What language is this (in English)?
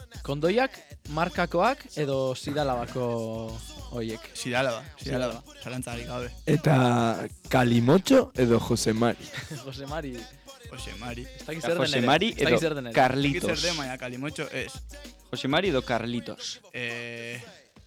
Basque